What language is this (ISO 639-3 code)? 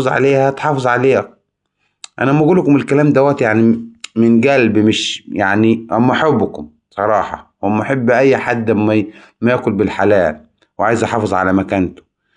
arz